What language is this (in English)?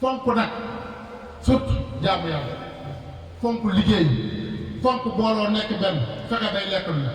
Wolof